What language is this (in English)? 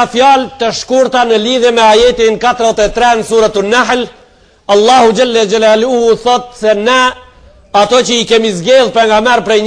Albanian